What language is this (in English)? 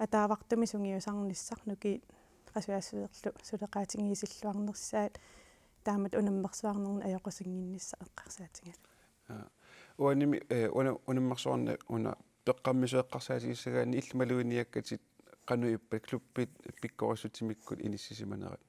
Kalaallisut